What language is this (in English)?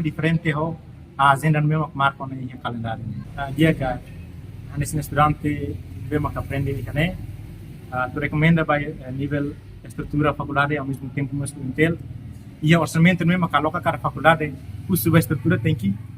Tetum